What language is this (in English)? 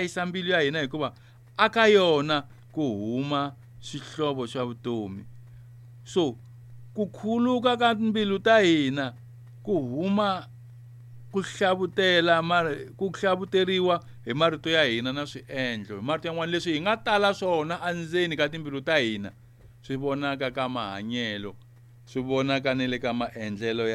Tsonga